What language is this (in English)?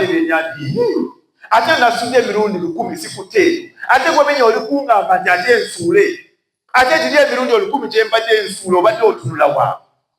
Ganda